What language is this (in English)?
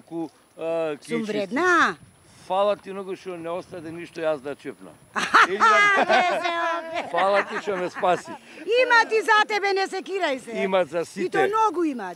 Macedonian